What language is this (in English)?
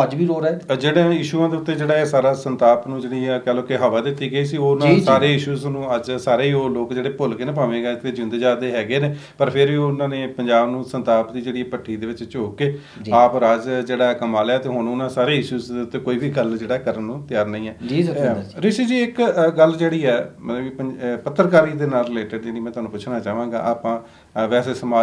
Punjabi